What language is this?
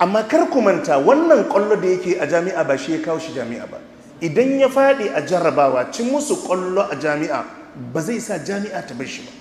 Hausa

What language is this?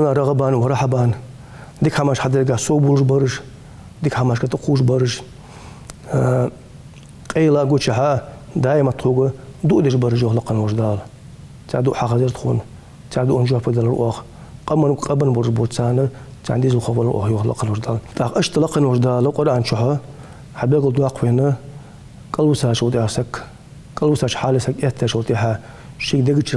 Ingush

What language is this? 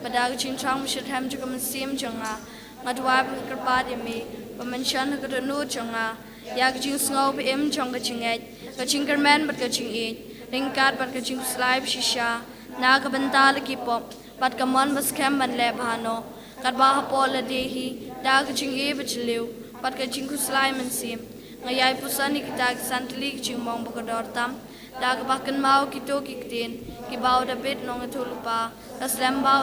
Khasi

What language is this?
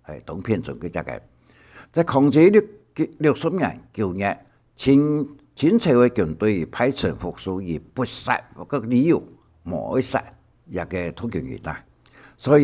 Hakka Chinese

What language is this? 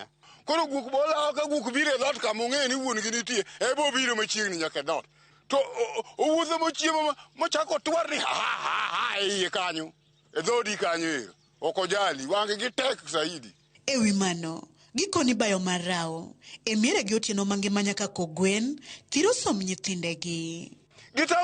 Luo (Kenya and Tanzania)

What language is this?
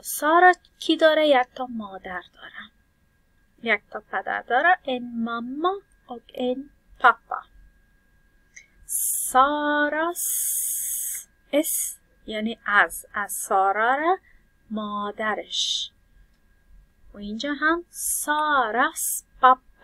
Persian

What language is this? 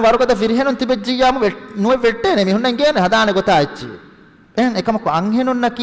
Divehi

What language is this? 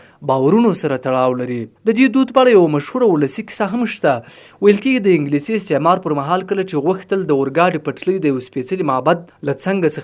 Pashto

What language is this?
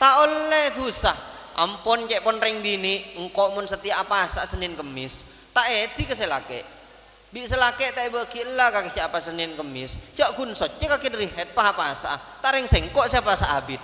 Madurese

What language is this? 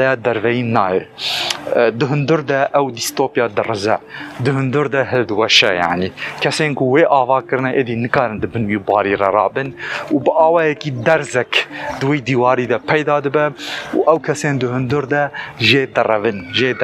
Kurdish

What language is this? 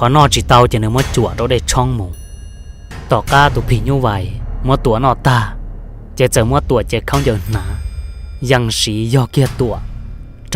Hmong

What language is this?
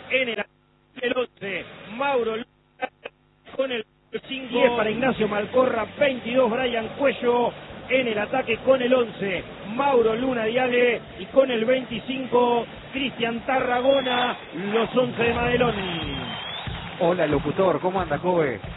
Spanish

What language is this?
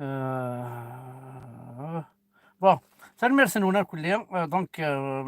Kabyle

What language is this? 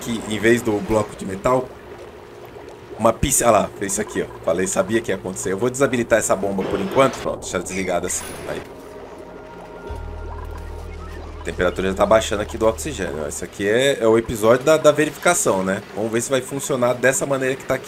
Portuguese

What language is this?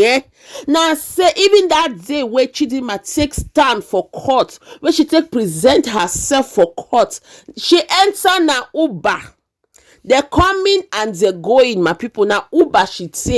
Nigerian Pidgin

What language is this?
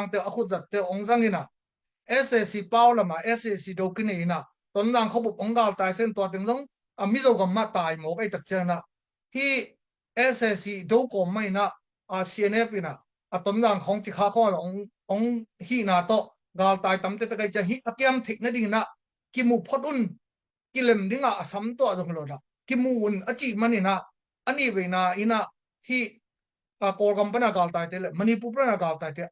Tedim Chin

